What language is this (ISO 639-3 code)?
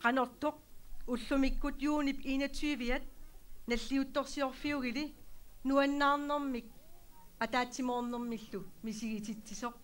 kal